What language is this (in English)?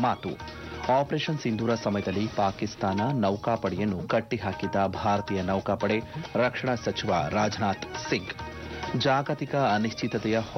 Kannada